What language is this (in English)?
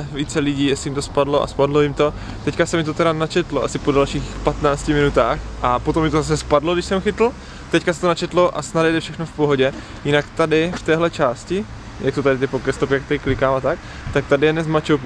Czech